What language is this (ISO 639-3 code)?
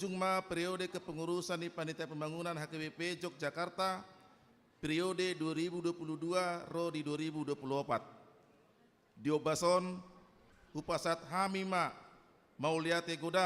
bbc